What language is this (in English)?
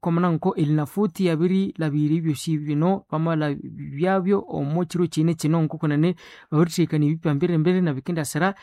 Nande